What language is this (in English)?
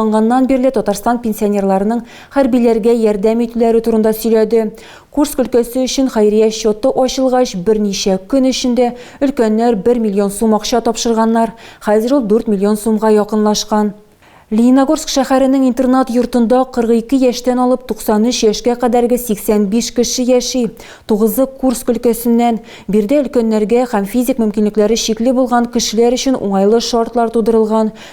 Tatar